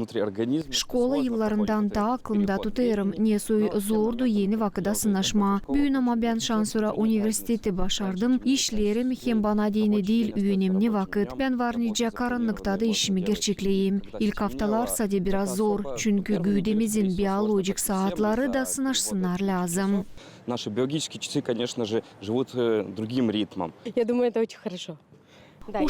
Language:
Gagauz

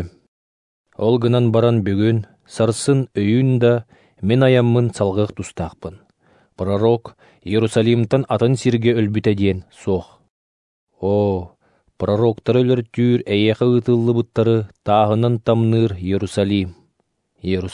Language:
Yakut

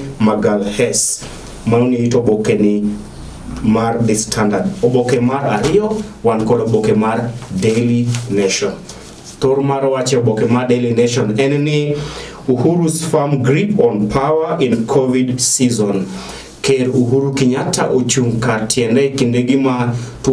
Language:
Luo (Kenya and Tanzania)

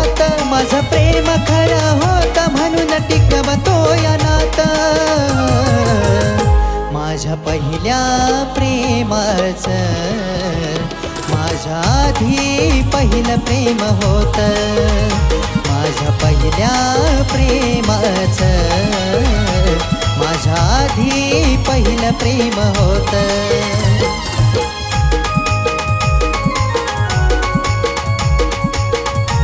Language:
Marathi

